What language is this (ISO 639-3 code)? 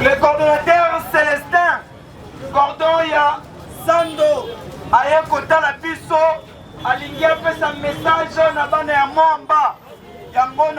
lin